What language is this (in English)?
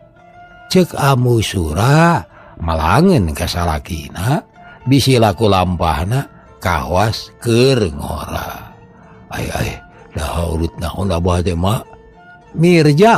Sundanese